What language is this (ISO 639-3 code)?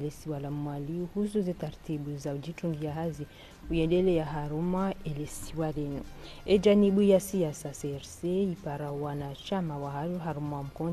zdj